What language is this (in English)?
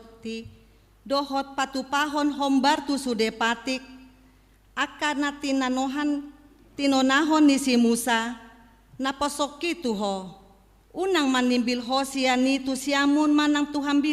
Batak Toba